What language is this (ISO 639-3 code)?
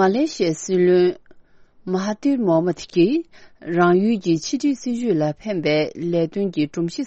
bod